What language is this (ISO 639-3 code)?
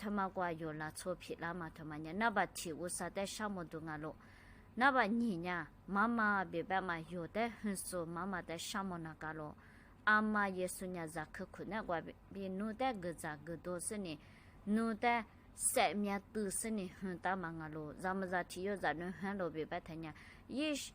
lis